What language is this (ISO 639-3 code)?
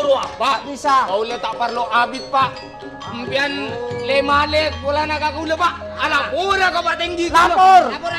mad